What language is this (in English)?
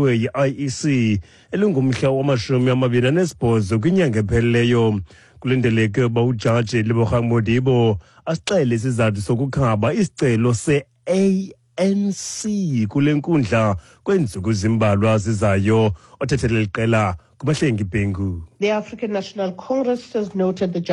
Xhosa